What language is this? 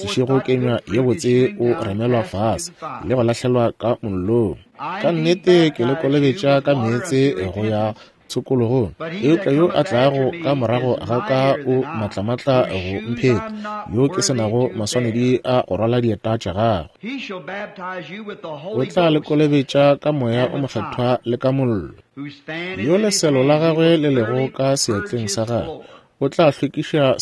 Northern Sotho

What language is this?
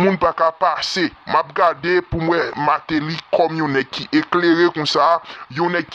Haitian Creole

